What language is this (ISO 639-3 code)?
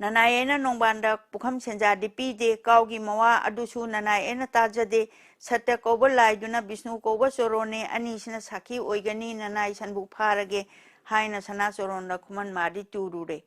mni